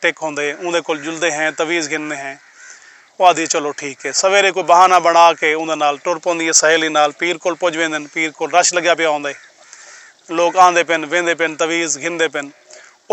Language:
Saraiki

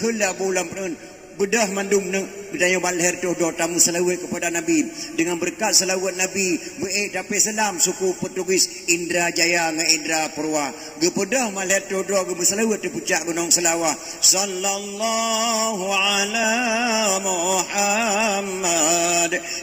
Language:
Achinese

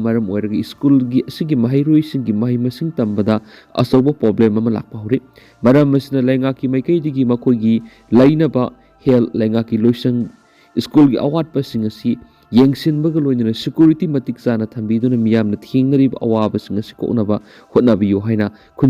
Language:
Manipuri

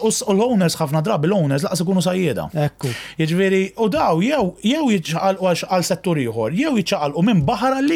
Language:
Maltese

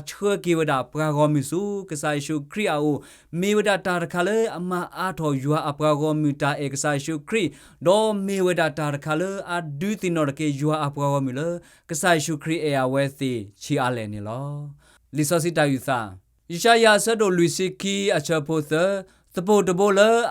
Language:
S'gaw Karen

